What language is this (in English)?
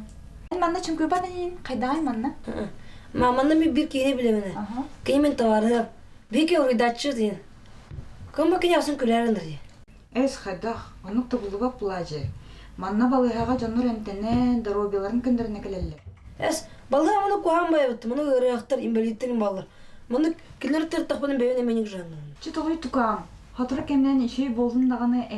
Yakut